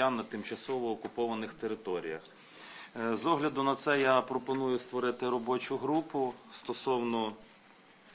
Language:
Ukrainian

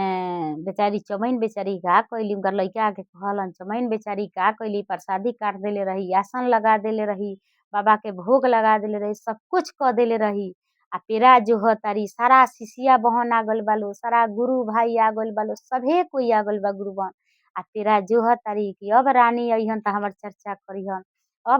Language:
Bhojpuri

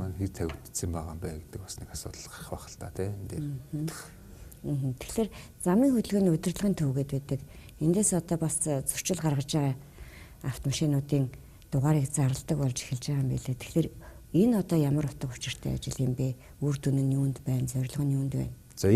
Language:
Mongolian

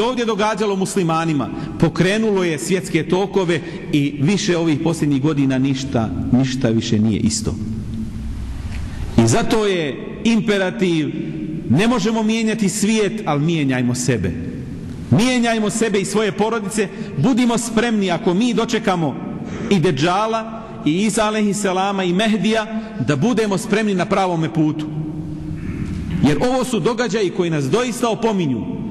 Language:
Bosnian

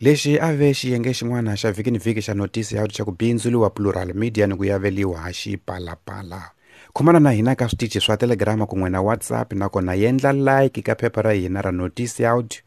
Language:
Tsonga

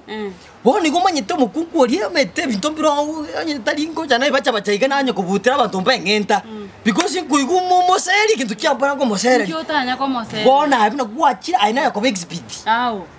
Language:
Gusii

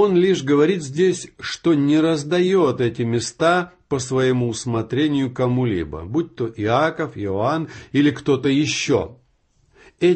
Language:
Russian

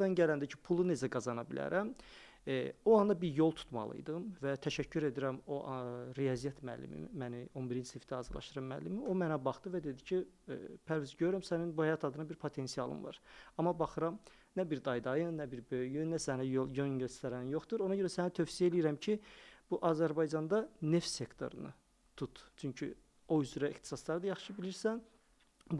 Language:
Azerbaijani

